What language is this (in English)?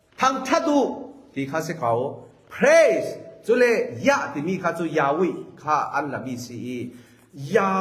Falam Chin